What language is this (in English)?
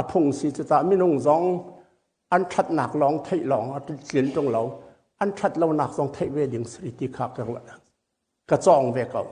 Hakha Chin